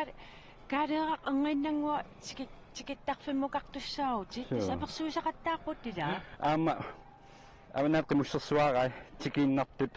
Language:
Kalaallisut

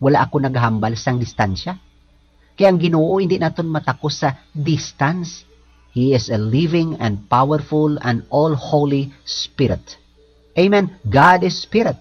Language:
Hiligaynon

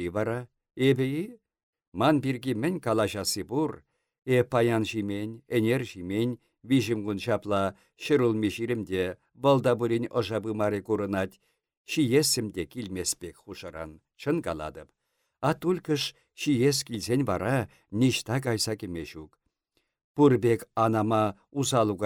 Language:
Chuvash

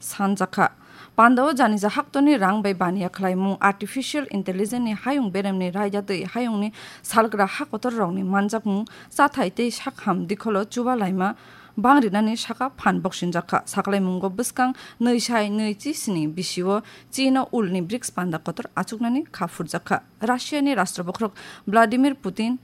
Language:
Kok Borok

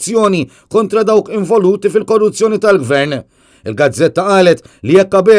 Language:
Maltese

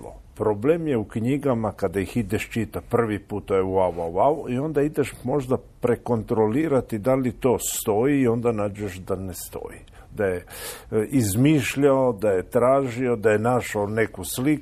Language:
Croatian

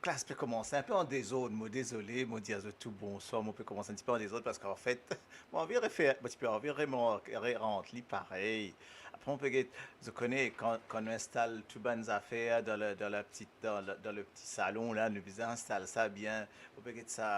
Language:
Morisyen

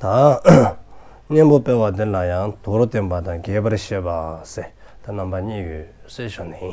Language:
Dzongkha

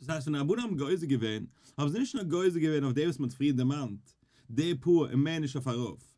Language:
Yiddish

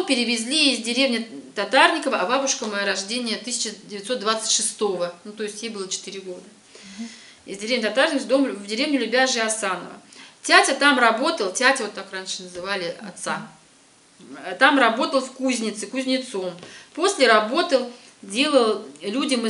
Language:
Russian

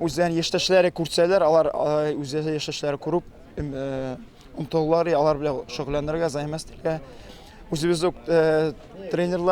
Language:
Tatar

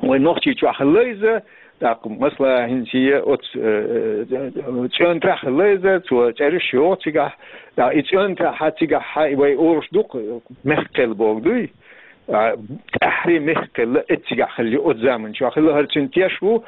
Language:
Chechen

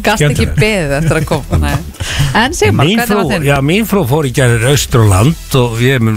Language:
Icelandic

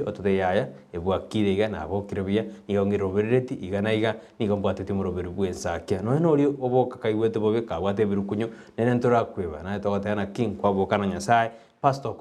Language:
Gusii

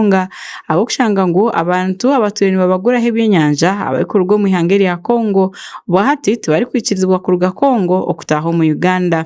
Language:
Nyankole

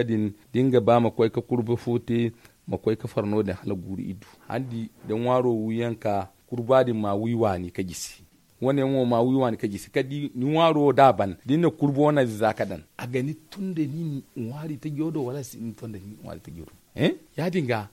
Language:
Zarma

